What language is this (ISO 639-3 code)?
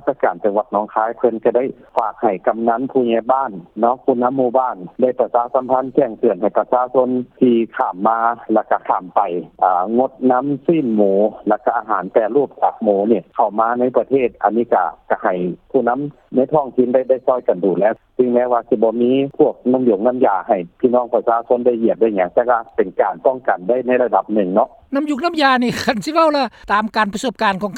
lao